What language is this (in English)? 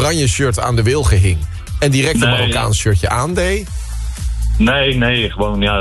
Dutch